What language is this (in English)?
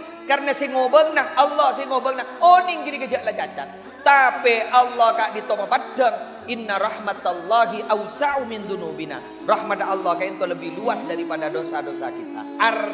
Madurese